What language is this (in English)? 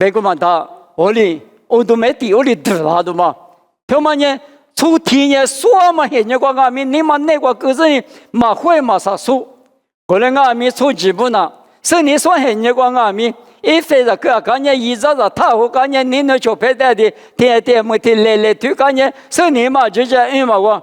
Lisu